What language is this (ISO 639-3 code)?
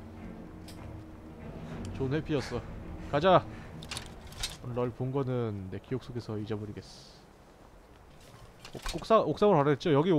kor